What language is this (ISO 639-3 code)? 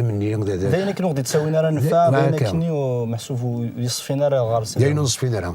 kab